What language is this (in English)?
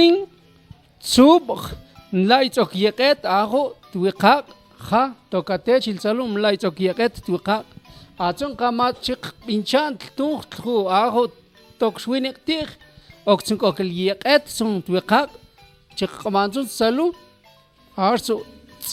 Mam